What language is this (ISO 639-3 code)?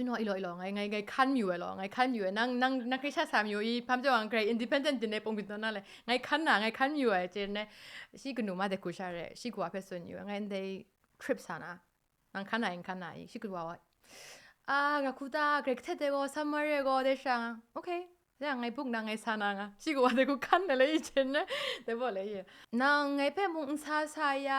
kac